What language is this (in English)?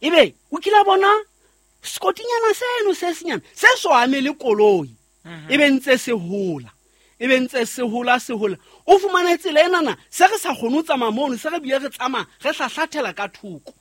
Southern Sotho